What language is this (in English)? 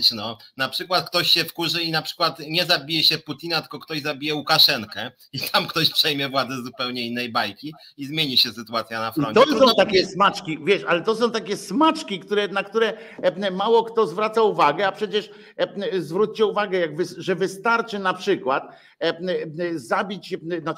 Polish